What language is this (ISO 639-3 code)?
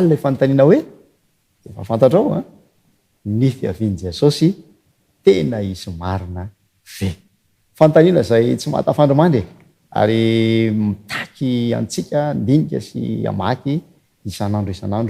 mlg